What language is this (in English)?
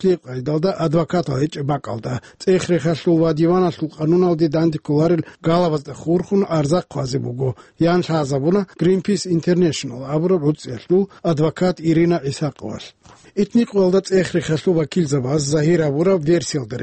Avaric